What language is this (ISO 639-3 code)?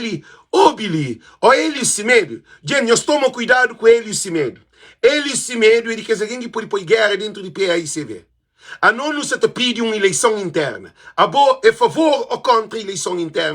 kea